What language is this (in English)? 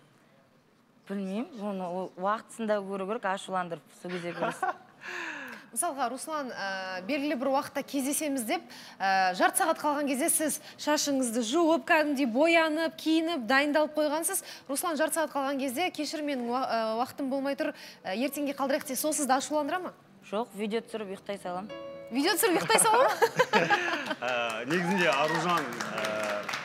Kazakh